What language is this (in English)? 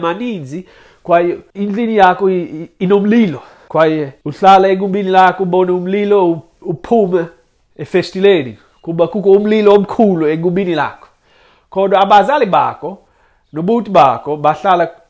Xhosa